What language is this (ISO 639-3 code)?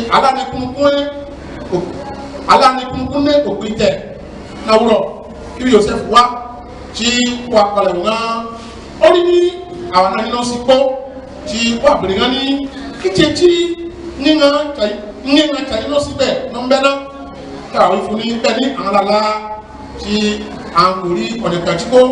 ife